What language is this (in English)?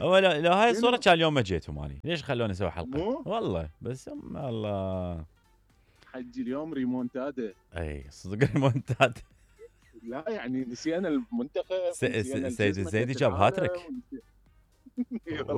Mesopotamian Arabic